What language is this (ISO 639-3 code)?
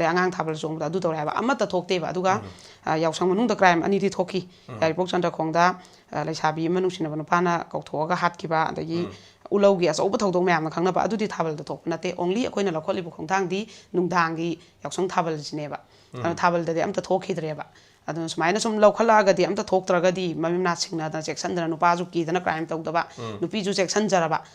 mni